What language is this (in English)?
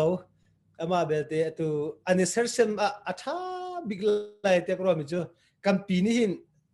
Hakha Chin